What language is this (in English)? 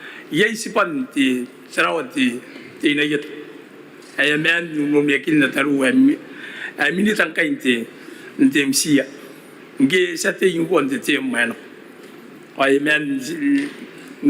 Gilbertese